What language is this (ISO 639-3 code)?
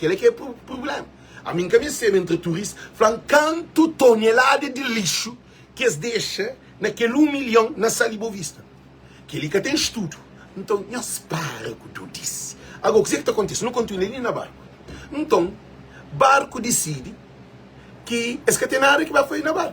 kea